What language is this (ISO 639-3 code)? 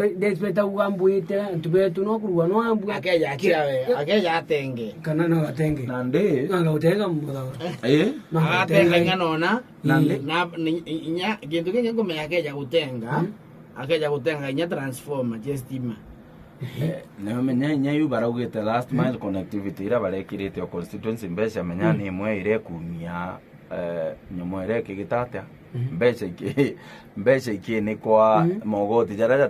mer